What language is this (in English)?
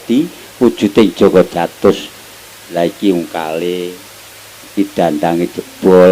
Javanese